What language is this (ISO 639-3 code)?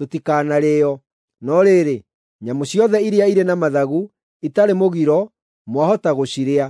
kik